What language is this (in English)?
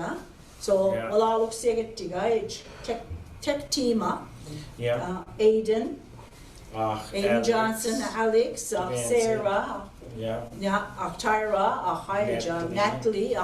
Mi'kmaw